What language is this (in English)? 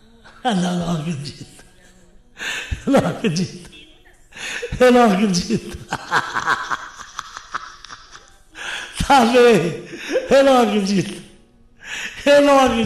Portuguese